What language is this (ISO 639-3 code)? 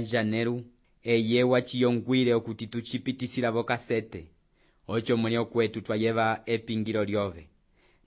umb